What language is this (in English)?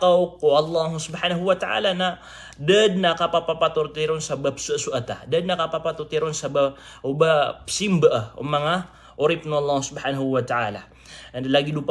Maranao